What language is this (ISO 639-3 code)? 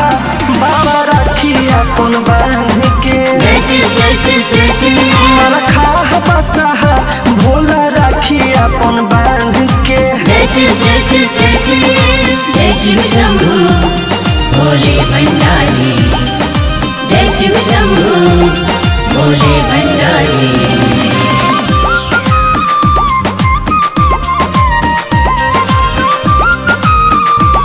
bho